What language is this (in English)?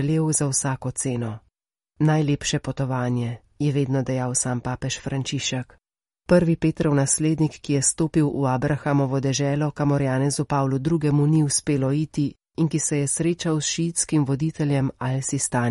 Slovenian